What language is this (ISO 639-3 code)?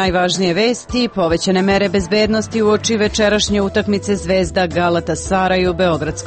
srp